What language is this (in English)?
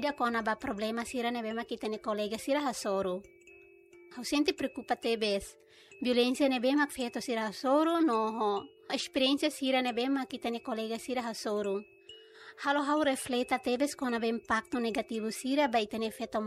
Tetum